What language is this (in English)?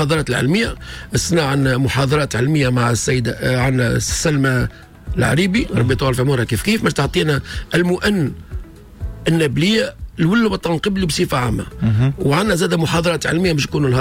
Tunisian Arabic